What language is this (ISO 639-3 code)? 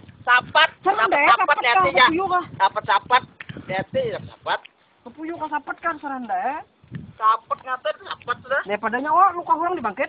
bjn